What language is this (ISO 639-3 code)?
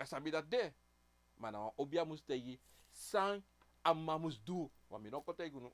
srn